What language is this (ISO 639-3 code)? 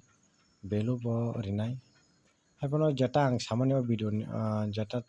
trp